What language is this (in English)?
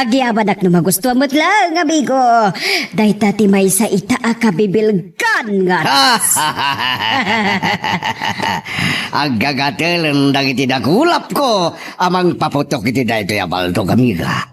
Iloko